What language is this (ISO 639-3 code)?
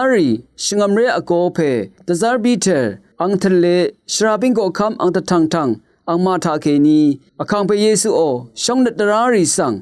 raw